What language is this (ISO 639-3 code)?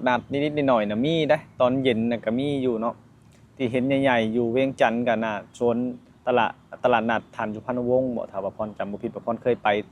lao